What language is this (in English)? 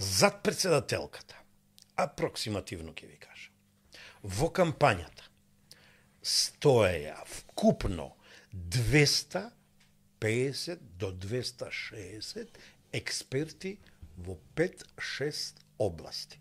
Macedonian